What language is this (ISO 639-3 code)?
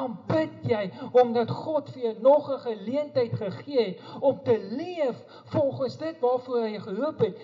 afr